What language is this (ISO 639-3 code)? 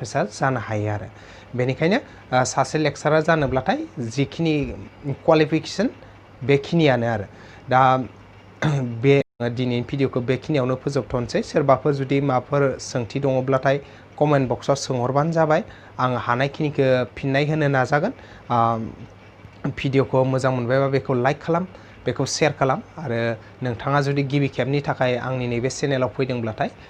brx